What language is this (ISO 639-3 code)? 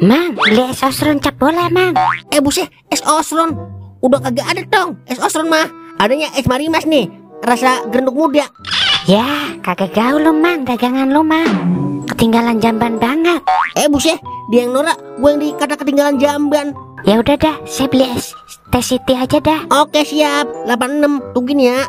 bew